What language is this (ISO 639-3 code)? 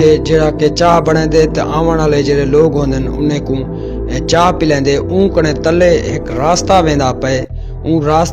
skr